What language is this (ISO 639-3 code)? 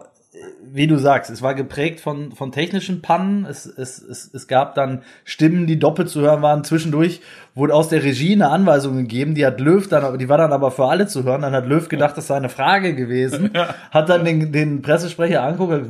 deu